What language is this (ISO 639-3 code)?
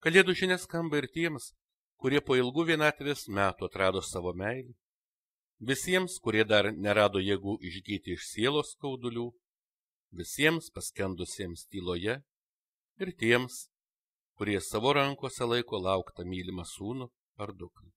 lit